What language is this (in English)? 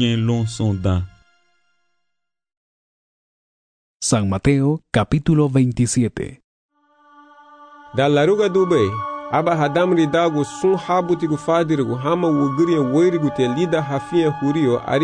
Garifuna